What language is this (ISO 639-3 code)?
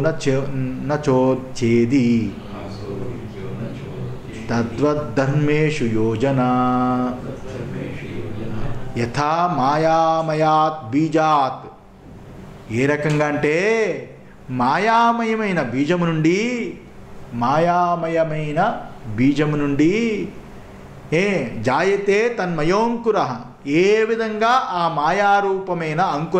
tel